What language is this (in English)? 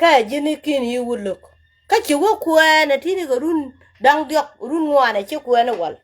Nuer